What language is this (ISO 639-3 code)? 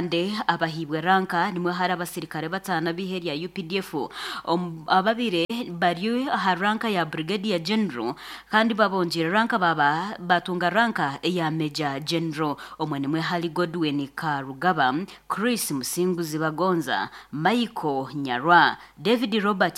nyn